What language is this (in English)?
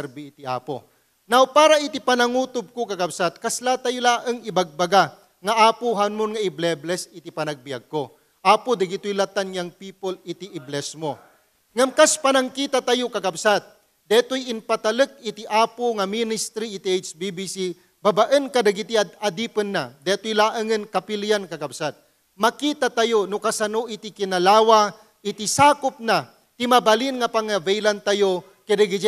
Iloko